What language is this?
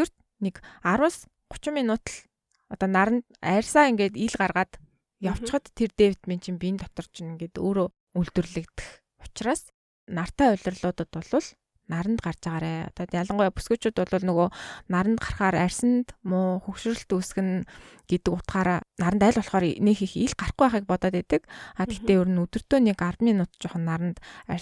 Mongolian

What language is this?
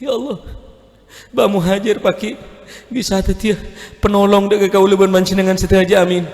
Madurese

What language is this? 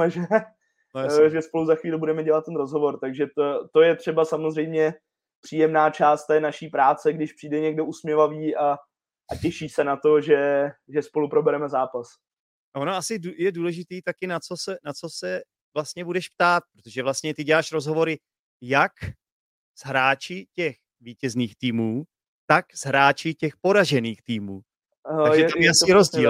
Czech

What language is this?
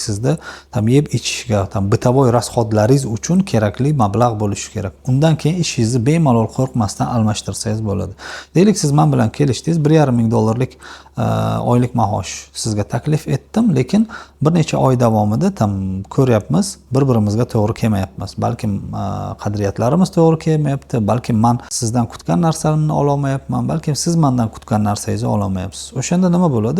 Uzbek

